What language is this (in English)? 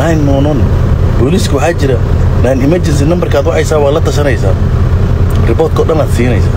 Somali